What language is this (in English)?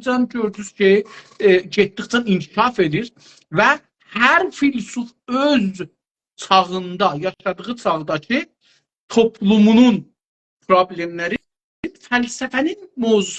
South Azerbaijani